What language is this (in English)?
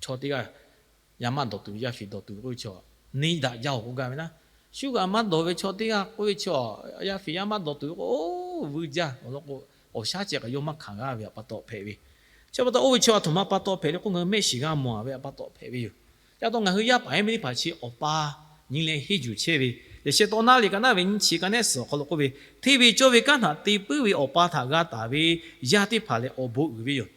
Lahu